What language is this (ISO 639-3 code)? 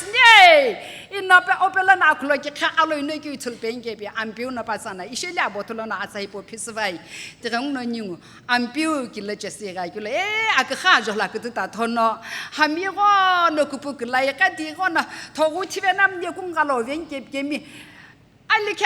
nsm